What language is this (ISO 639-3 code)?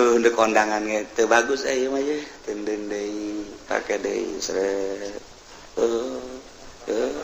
sun